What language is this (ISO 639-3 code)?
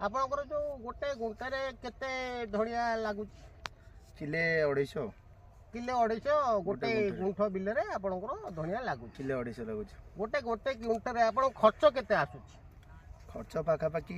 ori